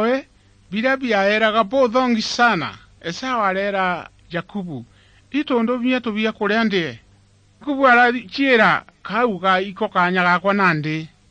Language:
Meru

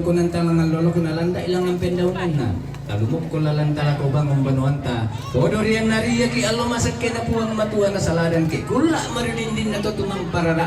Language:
Toraja-Sa'dan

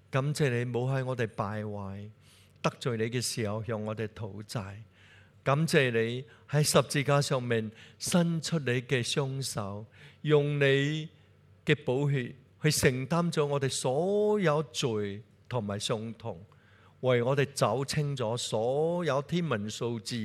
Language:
Cantonese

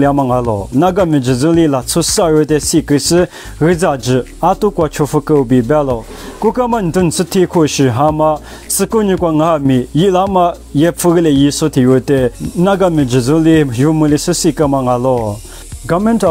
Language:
Lisu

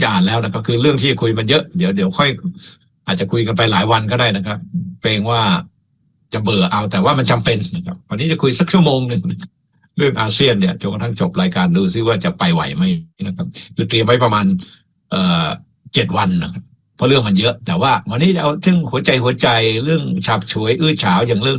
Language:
Thai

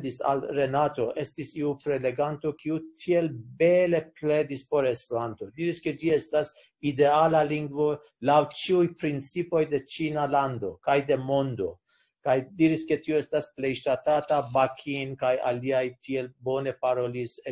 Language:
Esperanto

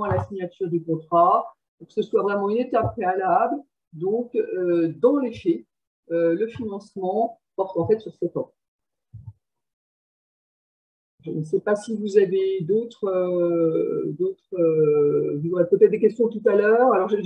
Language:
French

